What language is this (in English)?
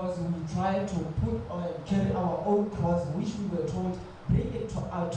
Tswana